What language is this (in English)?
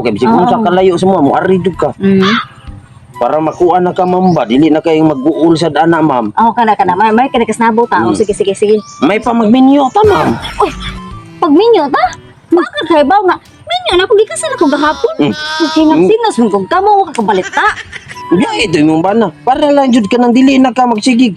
Cebuano